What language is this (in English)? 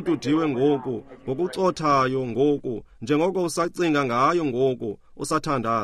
Xhosa